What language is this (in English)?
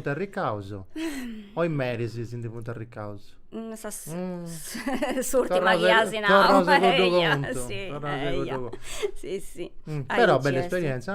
Sardinian